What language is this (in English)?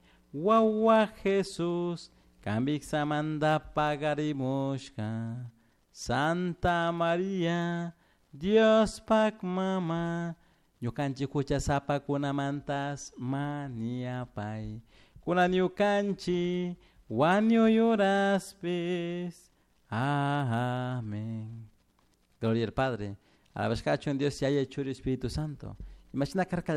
Chimborazo Highland Quichua